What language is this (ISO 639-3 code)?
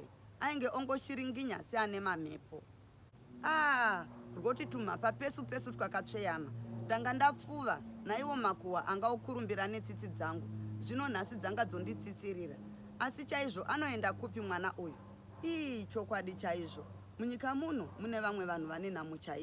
sna